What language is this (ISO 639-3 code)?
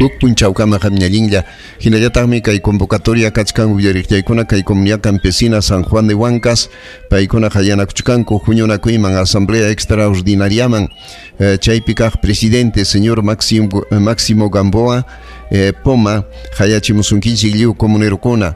quy